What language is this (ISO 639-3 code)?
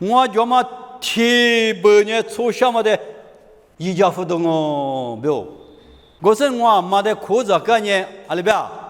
lis